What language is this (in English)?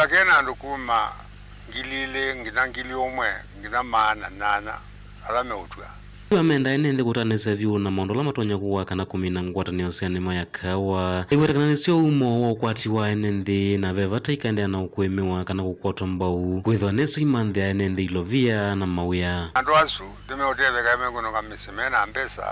Kamba